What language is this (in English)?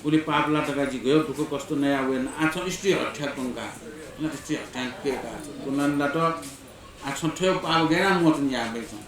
Newari